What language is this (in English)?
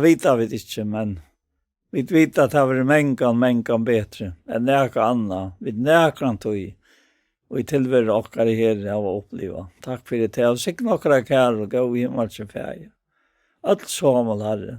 Faroese